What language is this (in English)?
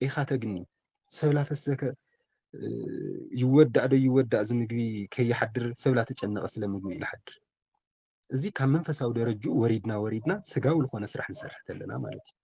Tigrinya